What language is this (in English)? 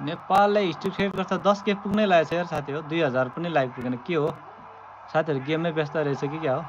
Nepali